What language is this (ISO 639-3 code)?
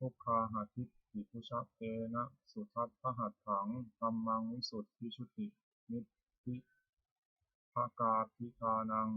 pli